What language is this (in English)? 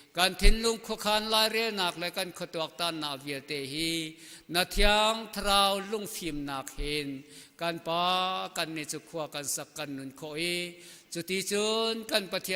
Hakha Chin